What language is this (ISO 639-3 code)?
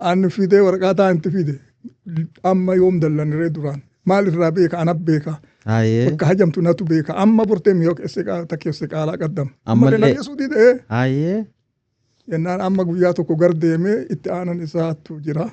orm